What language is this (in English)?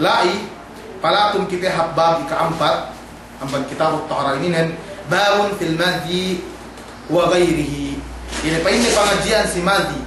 Yakan